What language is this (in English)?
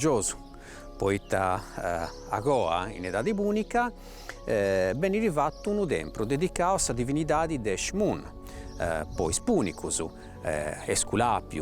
Sardinian